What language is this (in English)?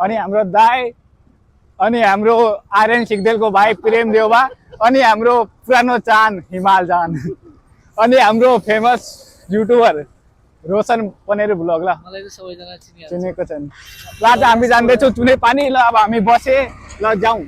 Nepali